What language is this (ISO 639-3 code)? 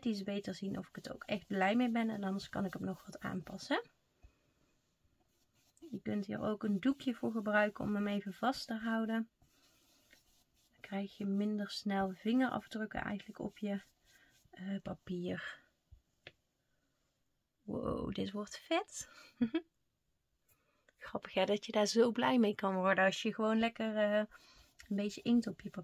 nld